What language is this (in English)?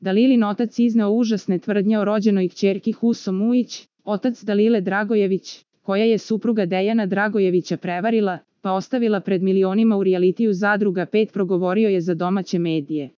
Serbian